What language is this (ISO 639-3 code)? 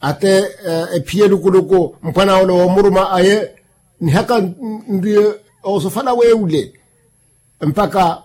vmw